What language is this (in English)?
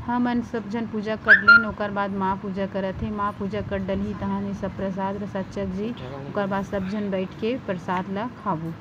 Chhattisgarhi